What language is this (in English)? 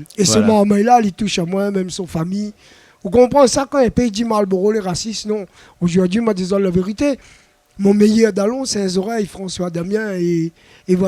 Réunion Creole French